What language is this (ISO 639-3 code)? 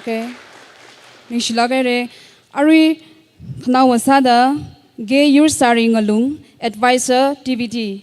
nmf